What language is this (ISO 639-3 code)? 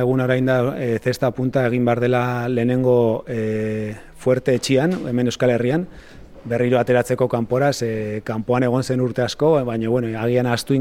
eus